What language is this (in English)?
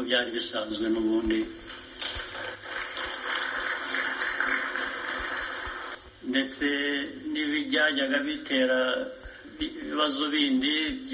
Kinyarwanda